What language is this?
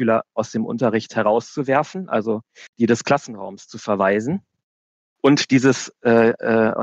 German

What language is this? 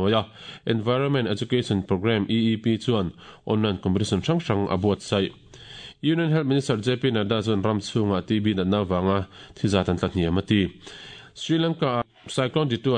Mizo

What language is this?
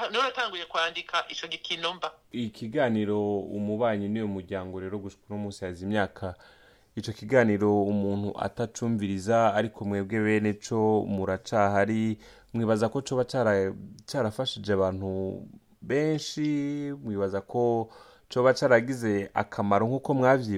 Rundi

